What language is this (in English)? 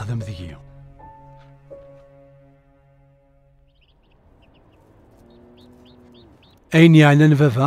Kabyle